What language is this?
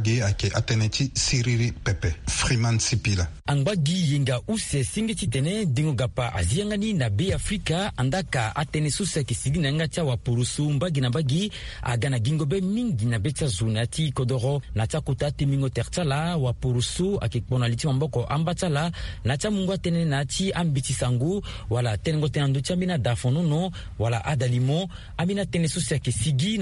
Sango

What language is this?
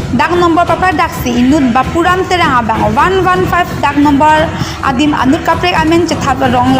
Karbi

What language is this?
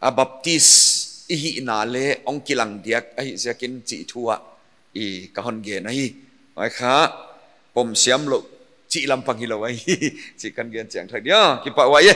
Paite Chin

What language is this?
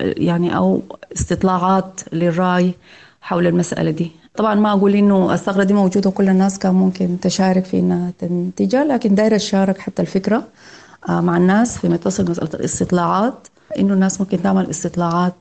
Sudanese Arabic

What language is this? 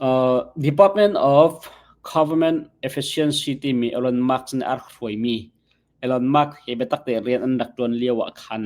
Hakha Chin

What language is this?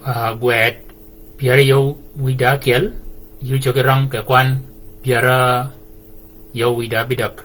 Shilluk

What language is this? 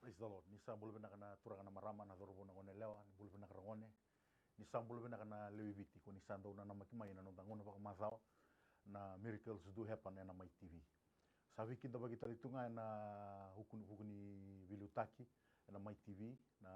Fijian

